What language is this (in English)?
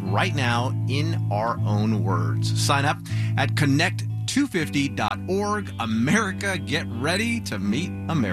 English